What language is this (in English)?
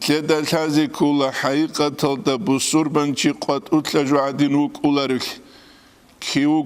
Avaric